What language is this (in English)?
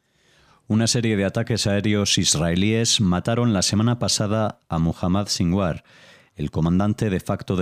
Spanish